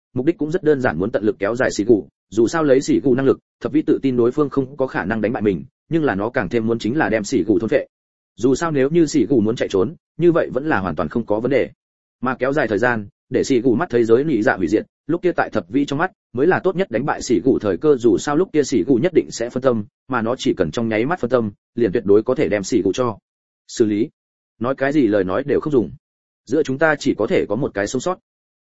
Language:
Vietnamese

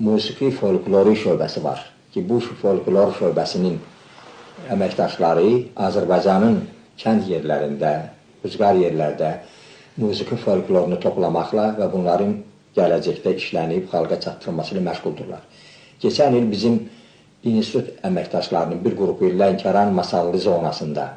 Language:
Azerbaijani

